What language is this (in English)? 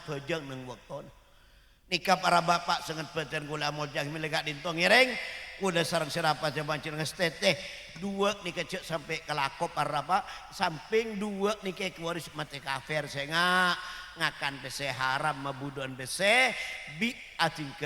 Madurese